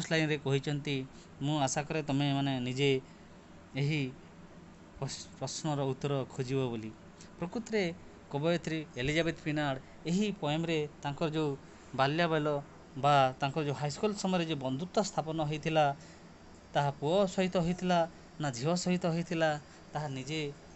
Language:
Odia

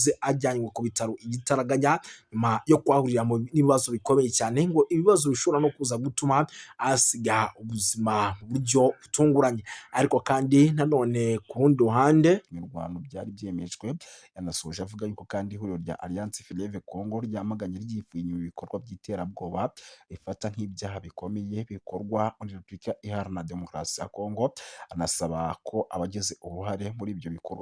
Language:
Kinyarwanda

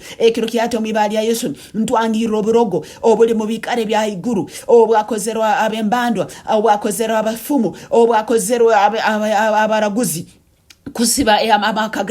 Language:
Nyoro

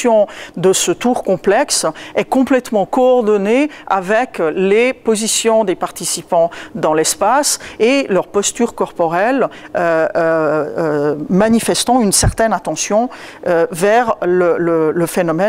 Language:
French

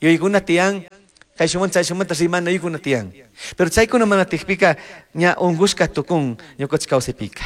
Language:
Chimborazo Highland Quichua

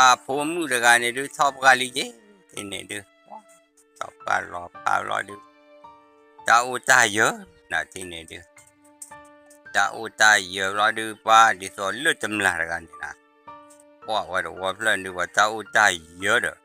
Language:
S'gaw Karen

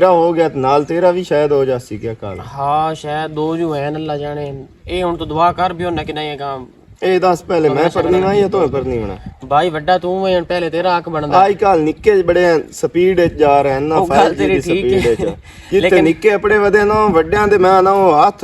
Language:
Western Panjabi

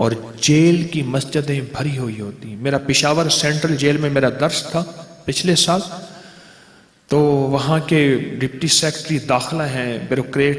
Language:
Urdu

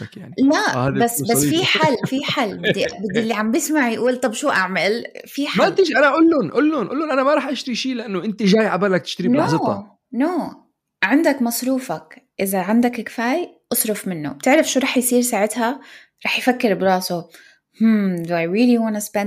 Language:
North Levantine Arabic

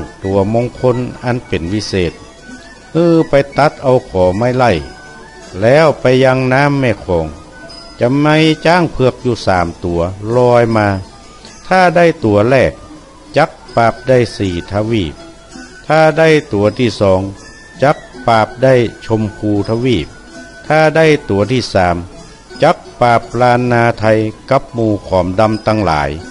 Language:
Northern Thai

